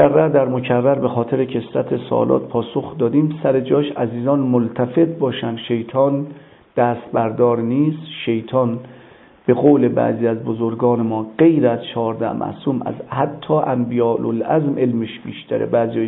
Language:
Persian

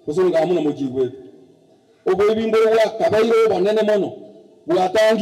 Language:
Gusii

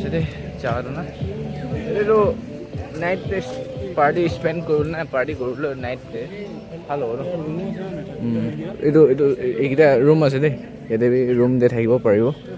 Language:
Naga Pidgin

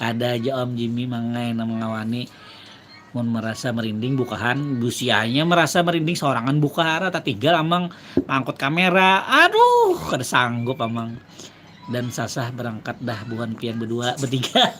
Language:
Banjar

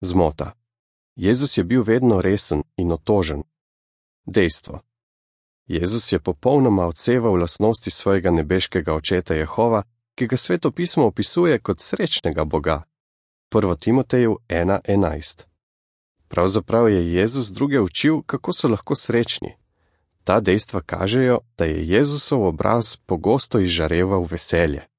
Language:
Slovenian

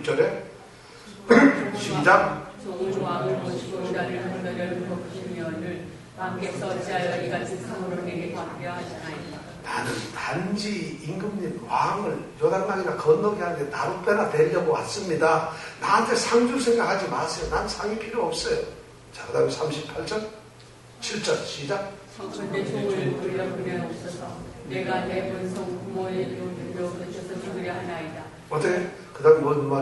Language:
Korean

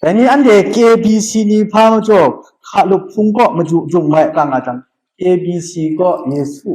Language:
Kachin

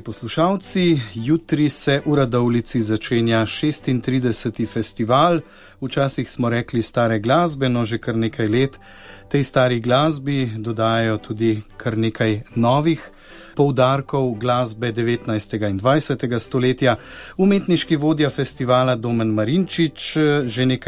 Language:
Slovenian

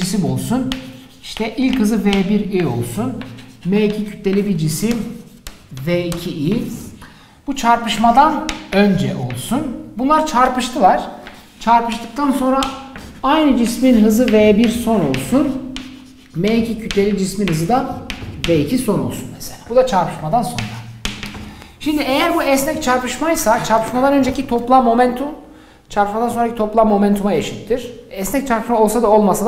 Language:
Turkish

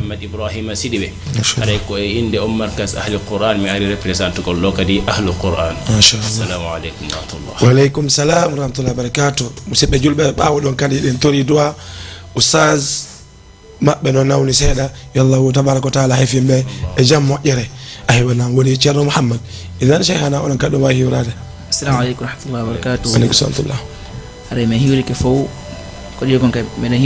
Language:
Fula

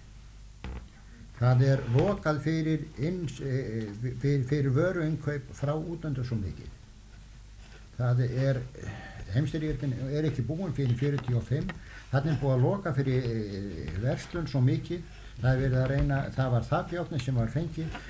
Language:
Icelandic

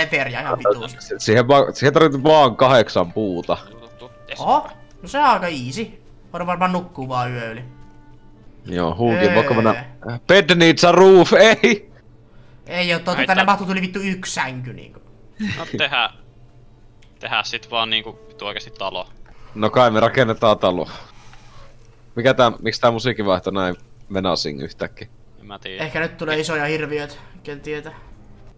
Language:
Finnish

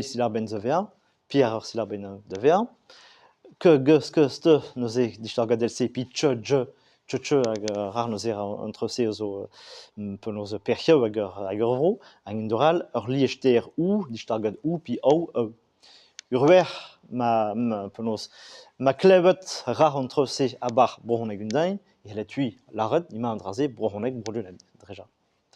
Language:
Breton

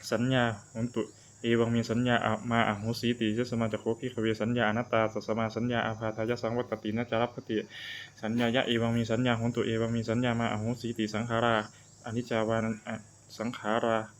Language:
Pali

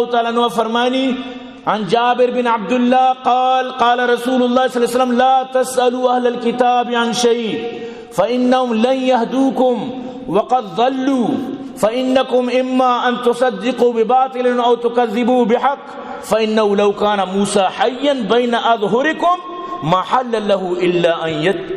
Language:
Eastern Balochi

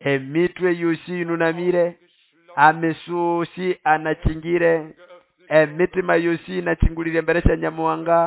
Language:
Nande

